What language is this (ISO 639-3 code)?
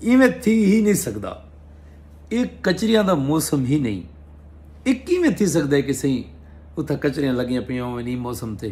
skr